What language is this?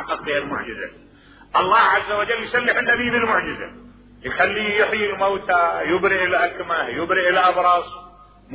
Mesopotamian Arabic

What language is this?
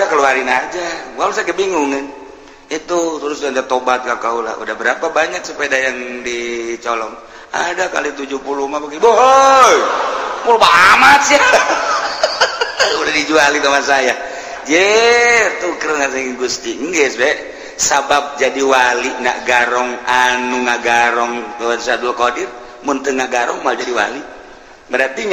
Sundanese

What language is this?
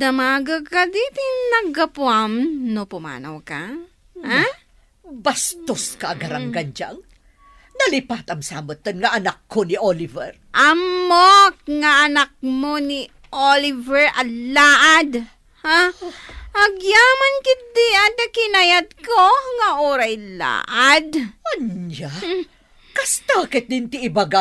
Iloko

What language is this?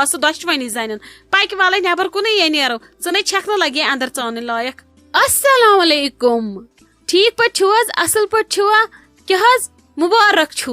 Kashmiri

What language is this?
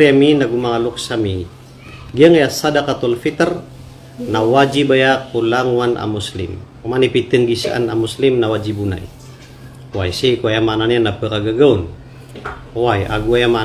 Maranao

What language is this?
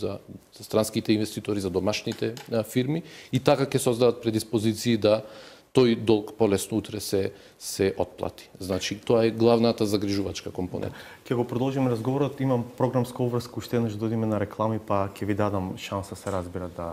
Macedonian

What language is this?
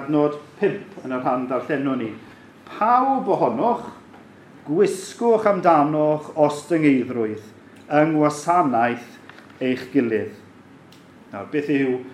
Welsh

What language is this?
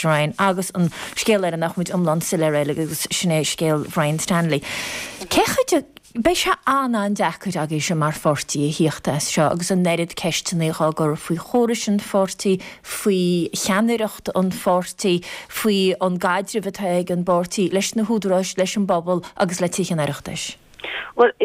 Irish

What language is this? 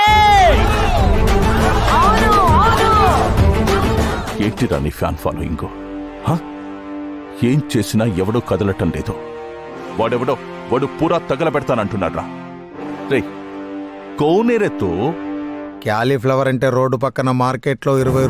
Telugu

